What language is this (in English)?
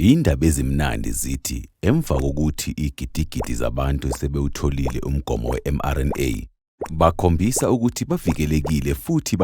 Zulu